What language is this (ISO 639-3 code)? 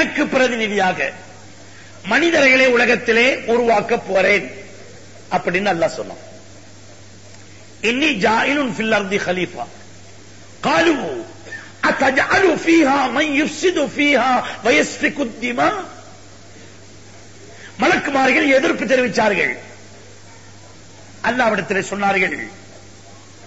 tam